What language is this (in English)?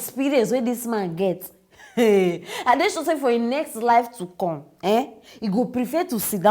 Nigerian Pidgin